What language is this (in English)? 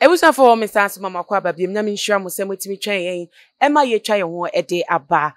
Akan